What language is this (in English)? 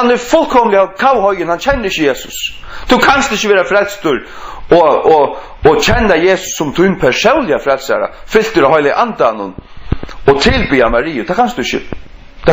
Faroese